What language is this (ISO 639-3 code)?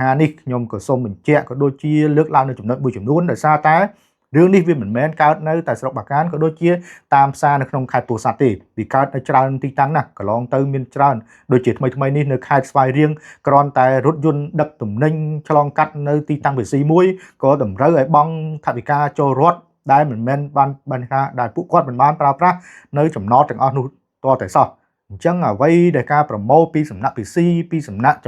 khm